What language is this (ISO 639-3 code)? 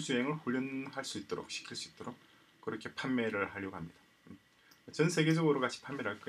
kor